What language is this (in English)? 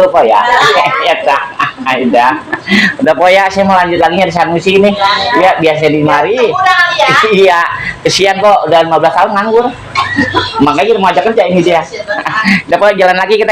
Betawi